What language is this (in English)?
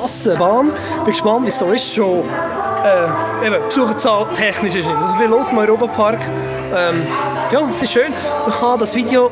Swiss German